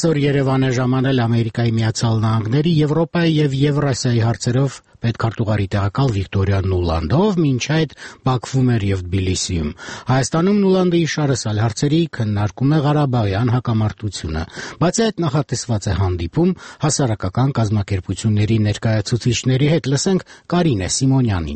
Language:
Armenian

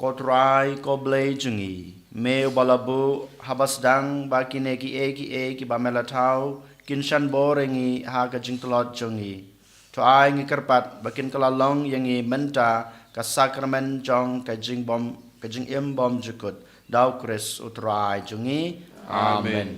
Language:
Khasi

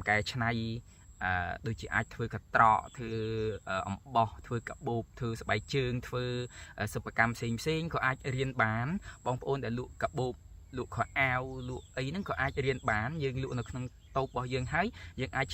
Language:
Khmer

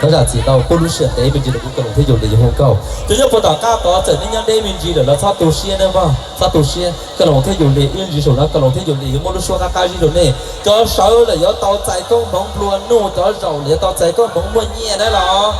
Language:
Hmong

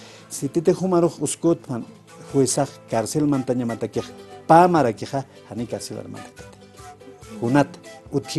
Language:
Aymara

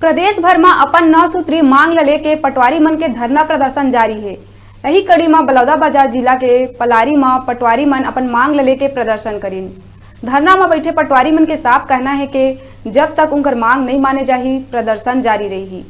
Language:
Chhattisgarhi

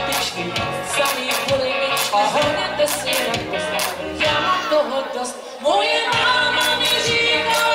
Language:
Czech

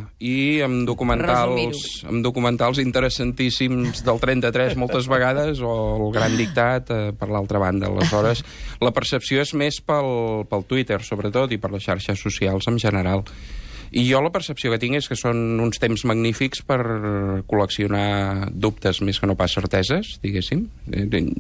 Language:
Catalan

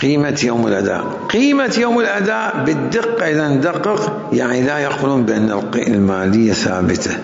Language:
Mesopotamian Arabic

